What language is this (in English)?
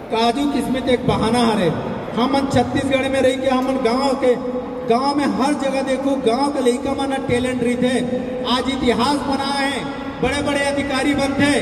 Chhattisgarhi